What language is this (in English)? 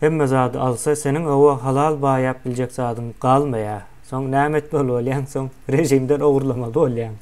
Turkmen